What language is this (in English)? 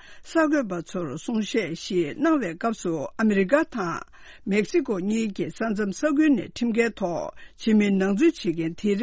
Tibetan